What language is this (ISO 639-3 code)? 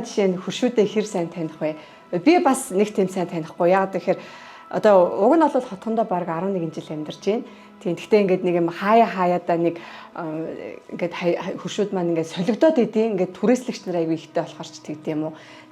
mon